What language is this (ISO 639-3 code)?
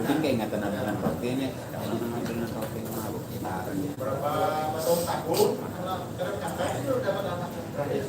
bjn